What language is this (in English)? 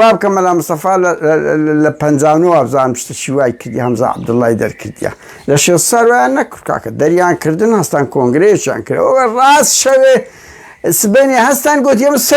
Central Kurdish